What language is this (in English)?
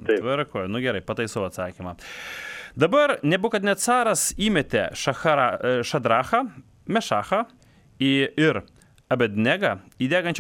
Lithuanian